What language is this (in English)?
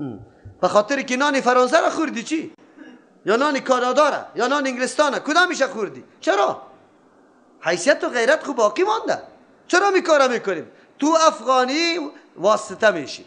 Persian